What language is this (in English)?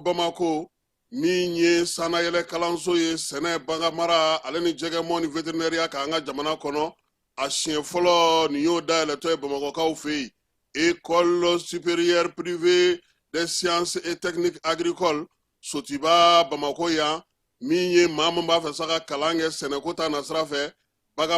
Bambara